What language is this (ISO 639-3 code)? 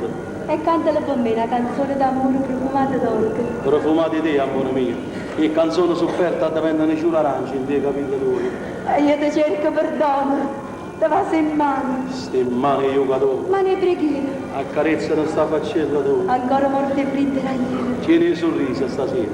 nap